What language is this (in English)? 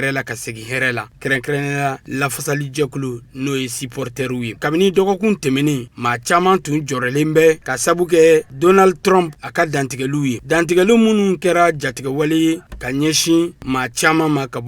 Bambara